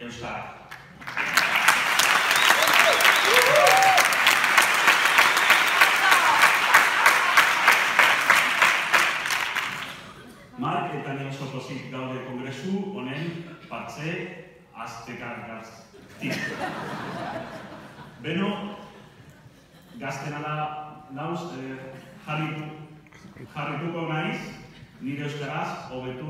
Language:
Basque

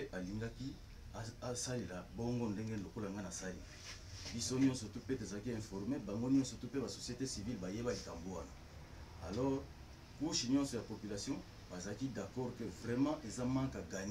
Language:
Lingala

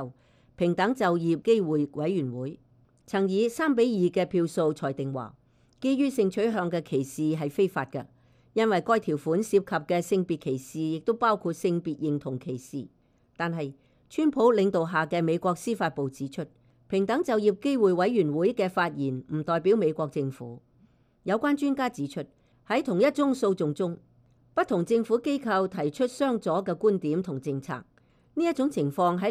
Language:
Cantonese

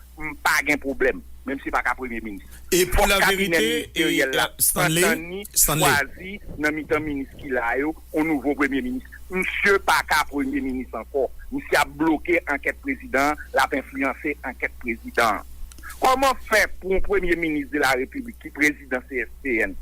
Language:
Haitian Creole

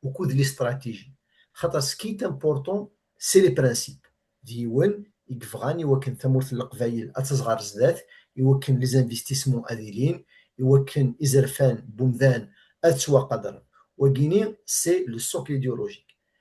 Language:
Kabyle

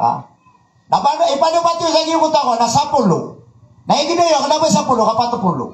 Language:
Maranao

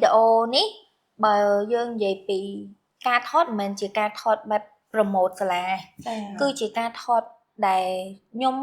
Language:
Khmer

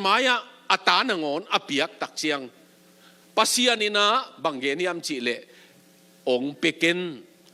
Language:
Tedim Chin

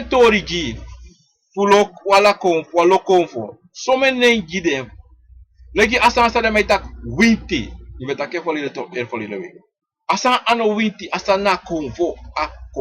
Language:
Sranan Tongo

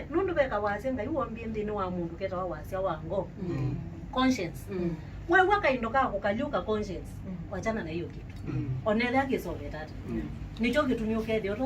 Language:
Kamba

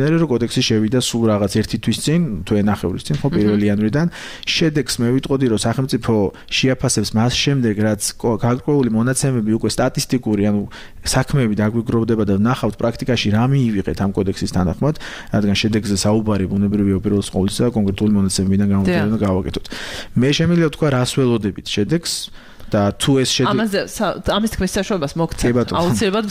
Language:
Georgian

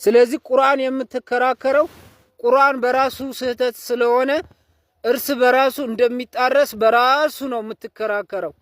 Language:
Amharic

